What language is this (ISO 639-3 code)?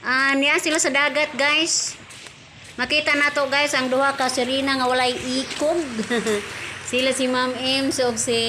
ceb